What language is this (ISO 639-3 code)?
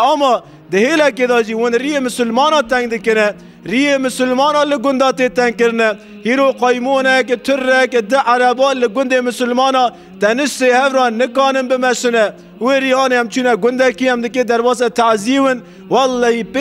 kur